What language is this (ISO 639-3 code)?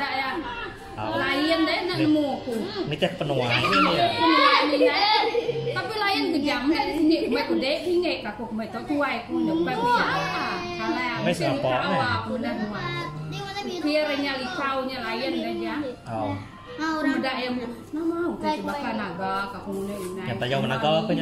iba